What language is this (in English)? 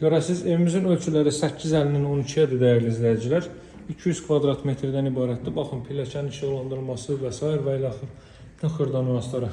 Azerbaijani